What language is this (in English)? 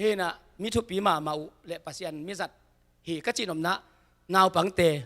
Tedim Chin